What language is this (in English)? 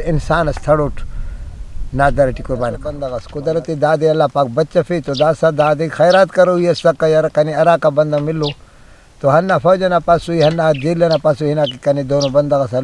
Brahui